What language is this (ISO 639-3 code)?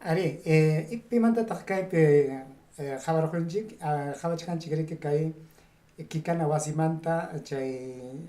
quy